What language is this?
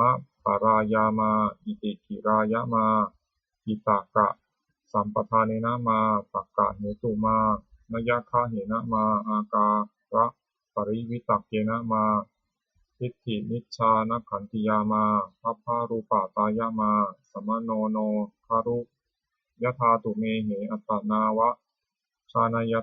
Pali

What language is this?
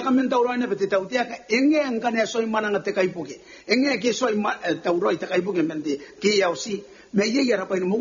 Gilbertese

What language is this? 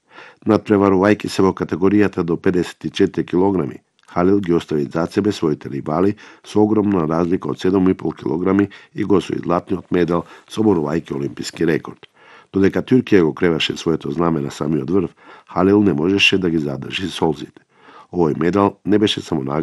Macedonian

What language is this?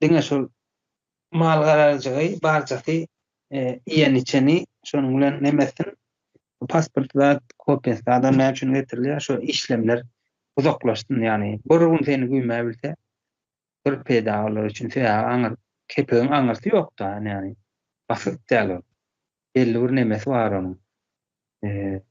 Turkmen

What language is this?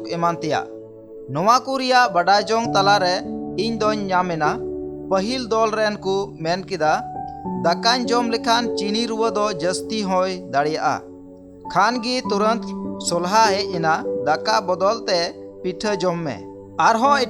Santali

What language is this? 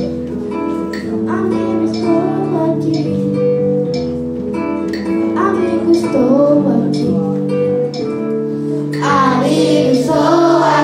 Portuguese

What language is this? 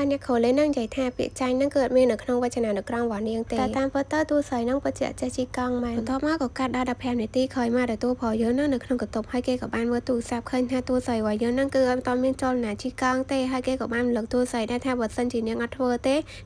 Khmer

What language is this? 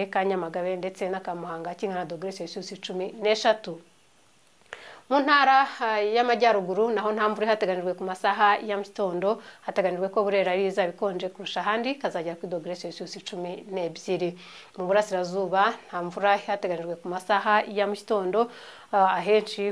Kinyarwanda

